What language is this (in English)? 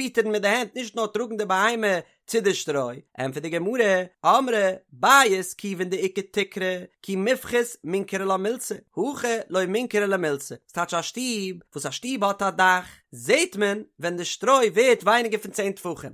Yiddish